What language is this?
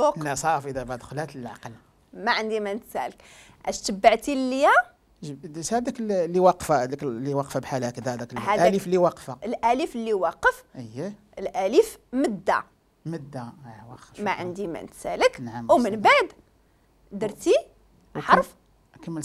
Moroccan Arabic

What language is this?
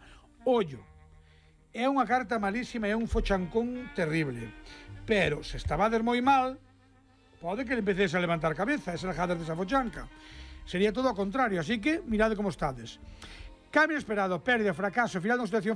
Galician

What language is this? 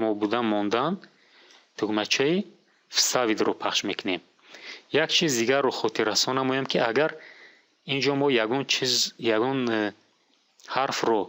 Tajik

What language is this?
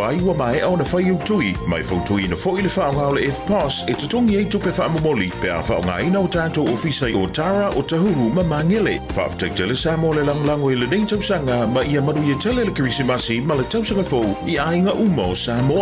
Samoan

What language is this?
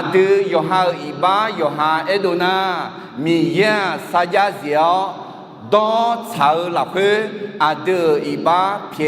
Akha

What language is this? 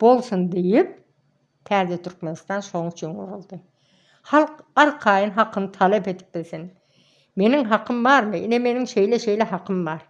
Turkmen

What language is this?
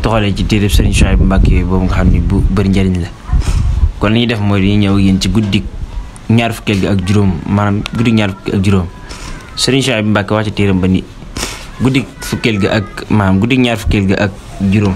Wolof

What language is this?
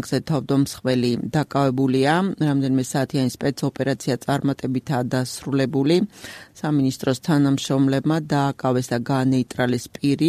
Georgian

